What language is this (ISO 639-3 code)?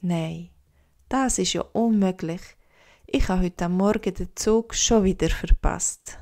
gsw